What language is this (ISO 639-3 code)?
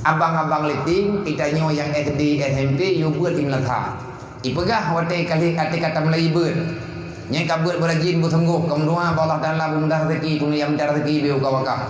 ace